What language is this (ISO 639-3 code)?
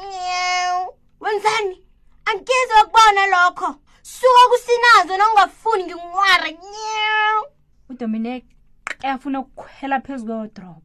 nbl